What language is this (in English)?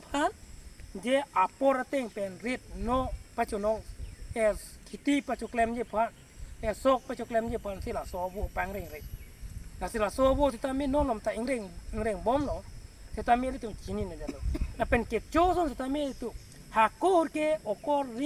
Karbi